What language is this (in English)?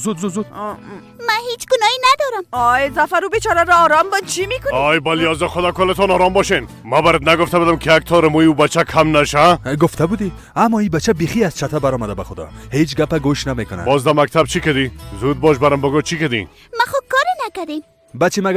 Persian